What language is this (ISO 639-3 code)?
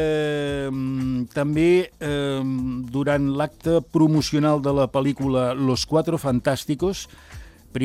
cat